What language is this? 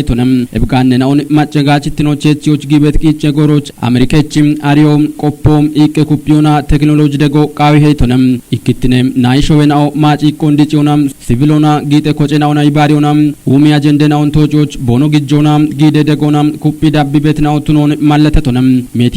Kafa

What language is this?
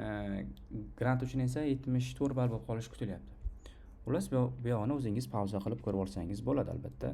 Uzbek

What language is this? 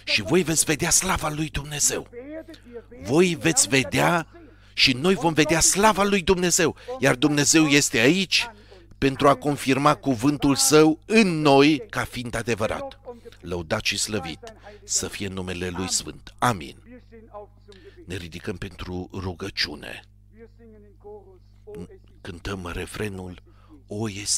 Romanian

